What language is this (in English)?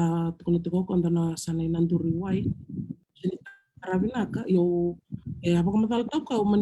Fijian